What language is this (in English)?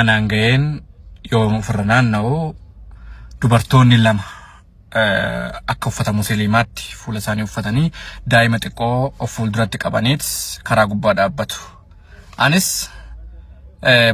Oromo